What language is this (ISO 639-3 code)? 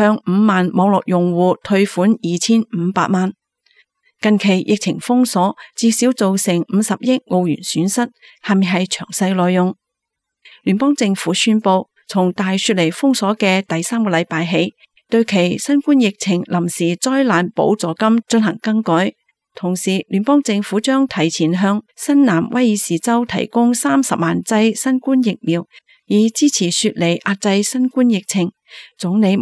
yue